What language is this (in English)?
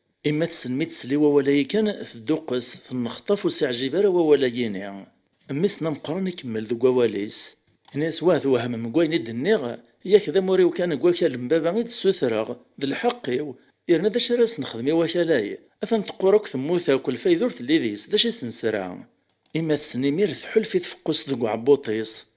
Kabyle